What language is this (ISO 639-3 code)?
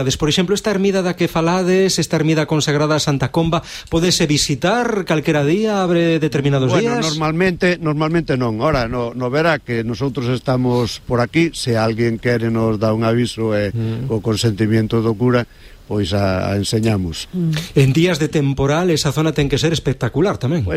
glg